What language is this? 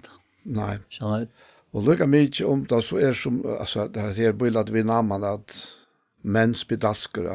Faroese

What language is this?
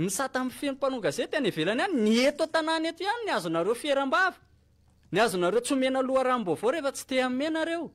Malagasy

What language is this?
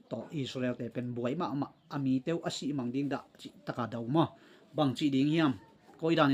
Tedim Chin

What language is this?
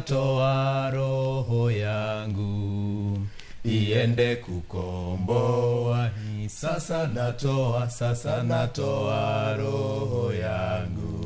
Luo (Kenya and Tanzania)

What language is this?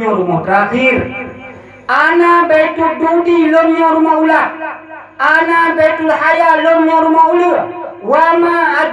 Achinese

